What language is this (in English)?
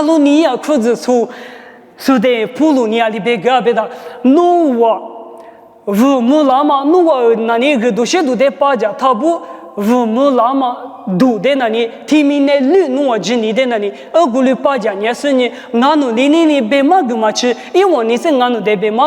Lisu